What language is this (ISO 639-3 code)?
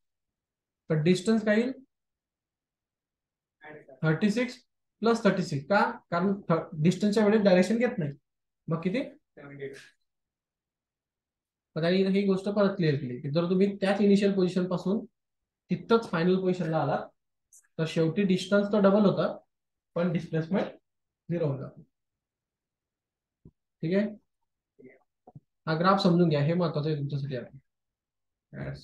mar